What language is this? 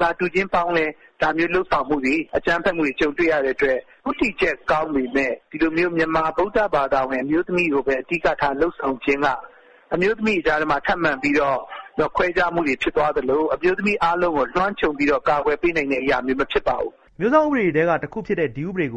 Burmese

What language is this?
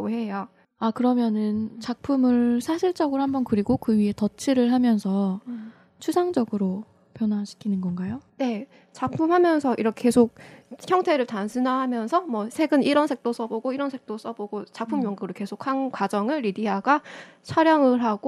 Korean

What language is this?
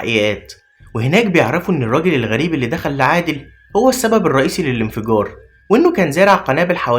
Egyptian Arabic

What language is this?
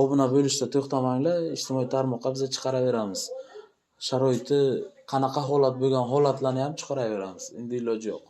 Uzbek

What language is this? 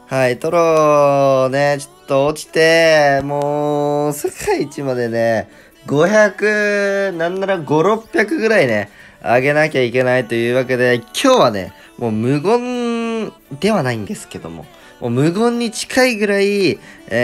Japanese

